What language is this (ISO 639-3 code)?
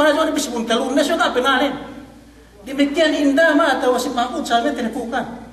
yka